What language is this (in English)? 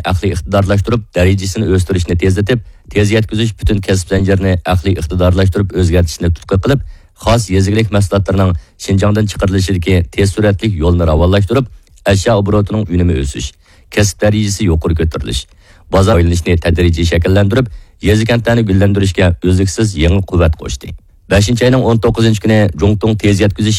Uyghur